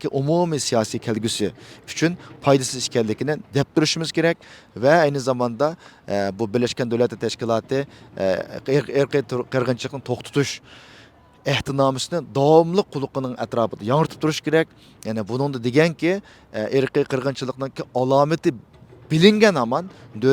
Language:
Uyghur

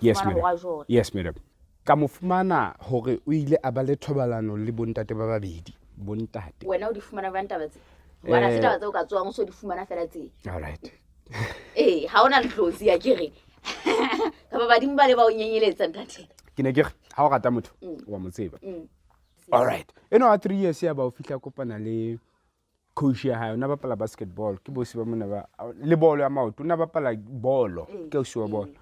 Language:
Southern Sotho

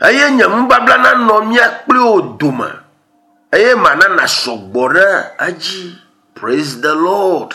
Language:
Ewe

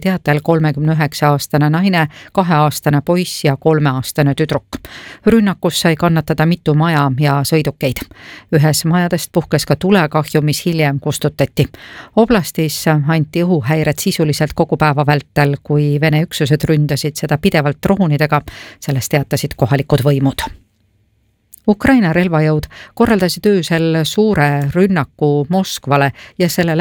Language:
Estonian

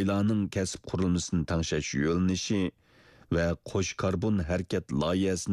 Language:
Uyghur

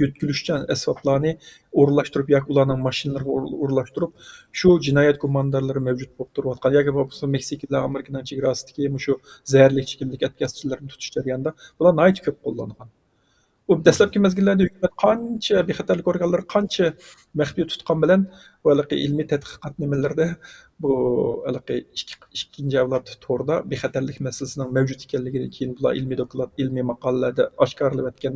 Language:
Uyghur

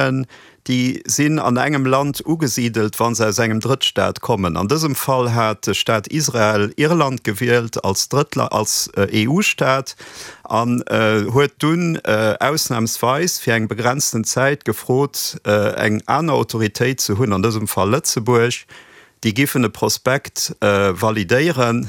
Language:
Luxembourgish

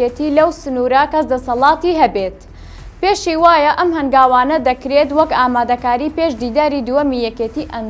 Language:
Central Kurdish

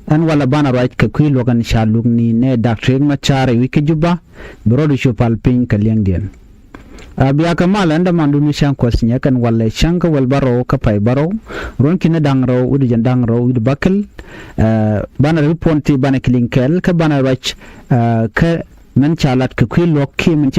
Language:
Nuer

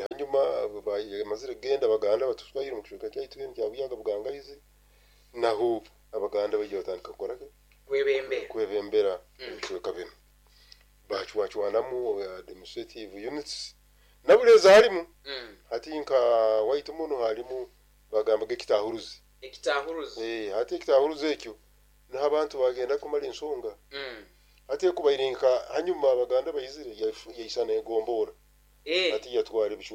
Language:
Nyoro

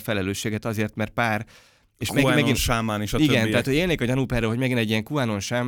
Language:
Hungarian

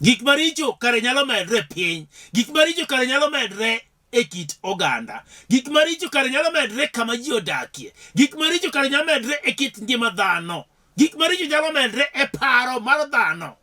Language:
Luo (Kenya and Tanzania)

